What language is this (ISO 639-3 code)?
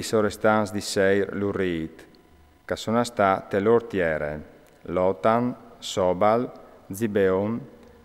fur